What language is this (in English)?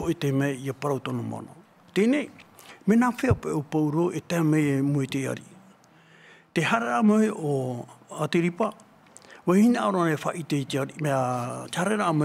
Tahitian